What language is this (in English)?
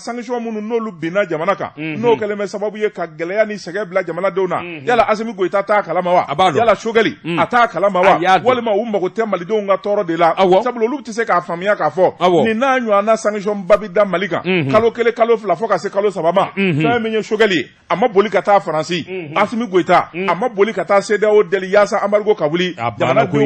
Bambara